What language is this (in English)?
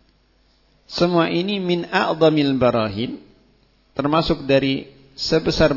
Indonesian